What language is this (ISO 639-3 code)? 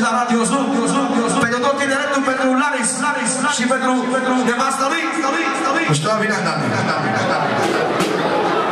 ron